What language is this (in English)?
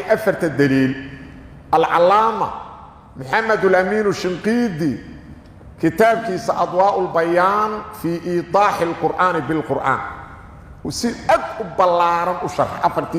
Somali